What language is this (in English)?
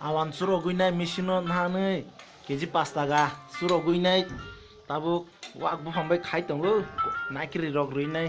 Kok Borok